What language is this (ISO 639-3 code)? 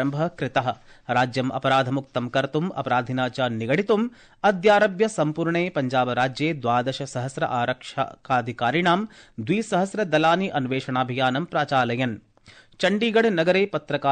san